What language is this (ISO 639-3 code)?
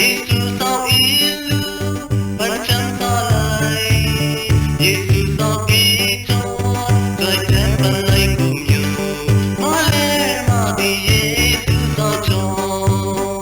shn